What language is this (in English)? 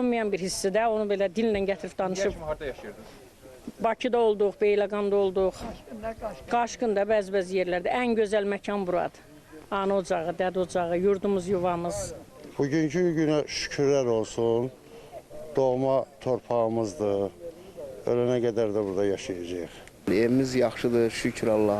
Azerbaijani